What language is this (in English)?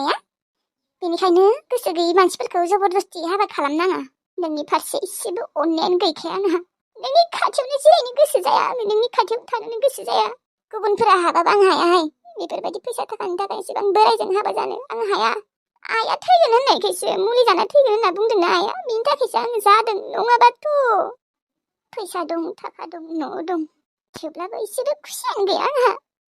Bodo